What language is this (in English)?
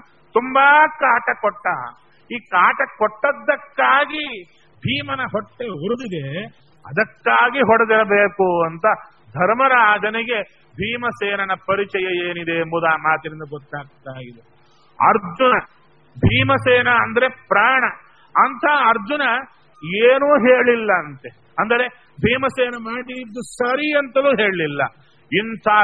Kannada